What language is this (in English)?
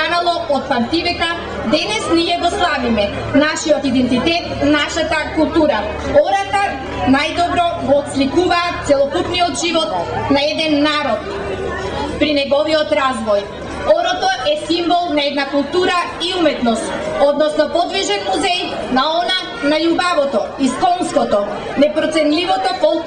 Macedonian